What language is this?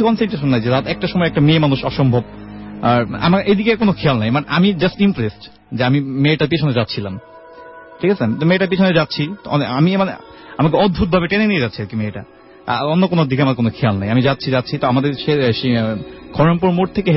Bangla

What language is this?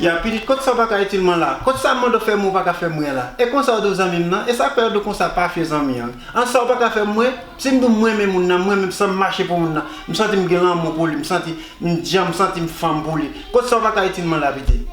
Haitian Creole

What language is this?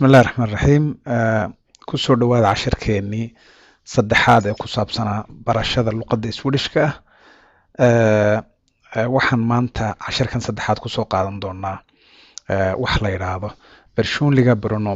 Somali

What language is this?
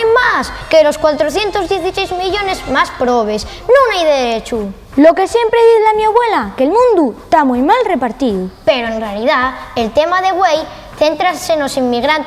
Asturian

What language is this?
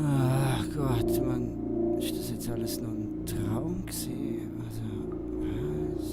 Swiss German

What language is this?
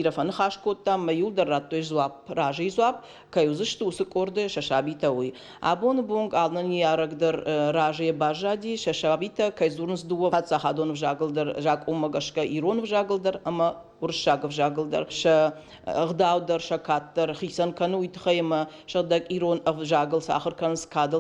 Ossetic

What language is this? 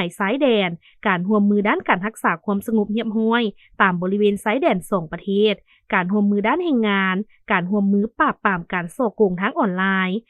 Lao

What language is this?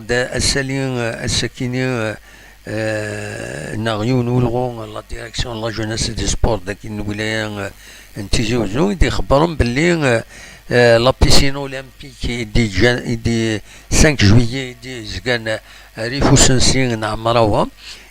Kabyle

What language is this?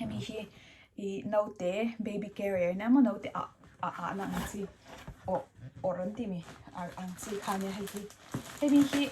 Mizo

